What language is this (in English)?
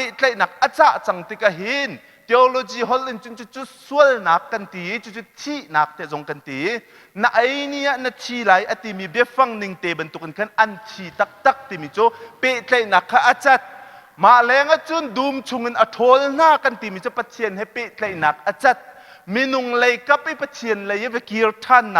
Hakha Chin